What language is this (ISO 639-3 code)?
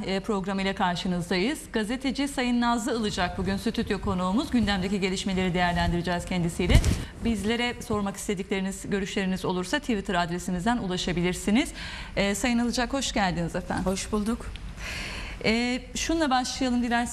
tur